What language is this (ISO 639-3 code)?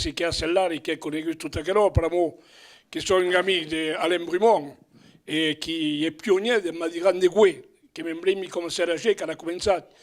oci